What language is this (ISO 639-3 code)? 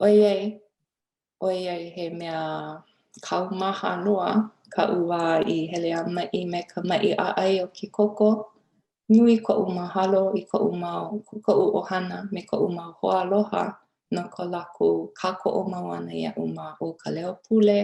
haw